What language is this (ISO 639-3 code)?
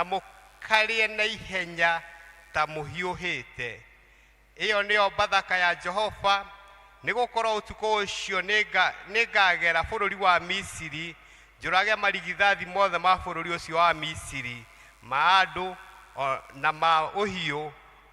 kik